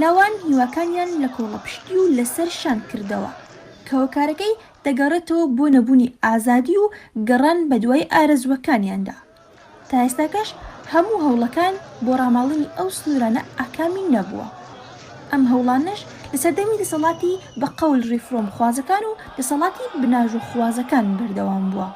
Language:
Central Kurdish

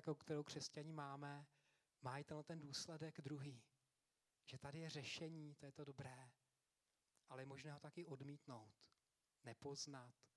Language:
Czech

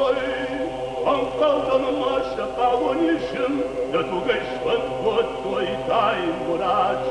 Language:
Ossetic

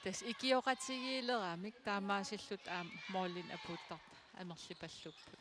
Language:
Kalaallisut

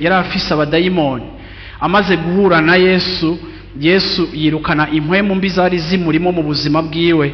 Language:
Rundi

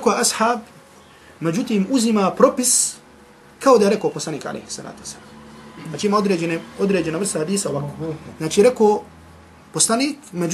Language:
Bosnian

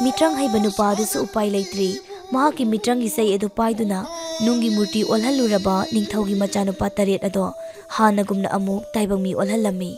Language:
Manipuri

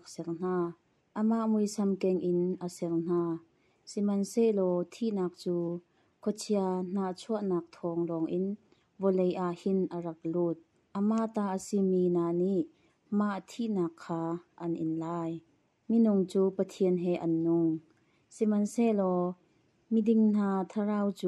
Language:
Hakha Chin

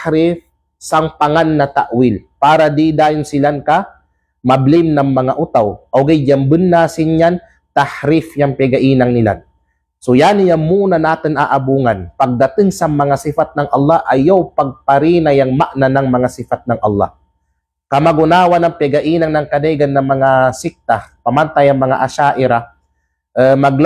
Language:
Kalagan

